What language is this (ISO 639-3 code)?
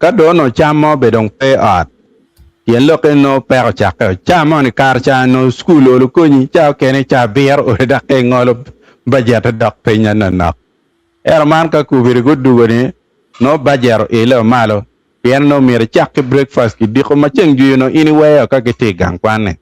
ach